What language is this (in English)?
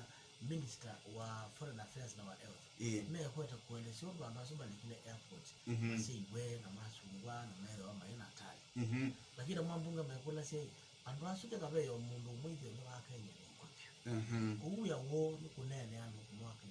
Kamba